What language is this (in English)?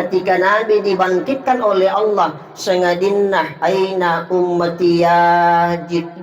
Buginese